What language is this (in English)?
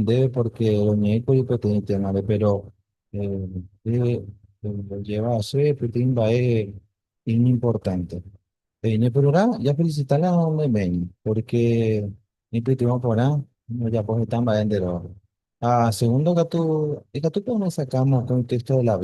Guarani